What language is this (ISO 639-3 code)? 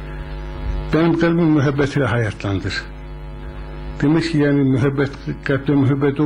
tur